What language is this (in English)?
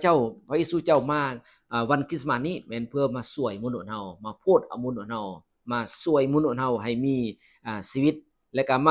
Lao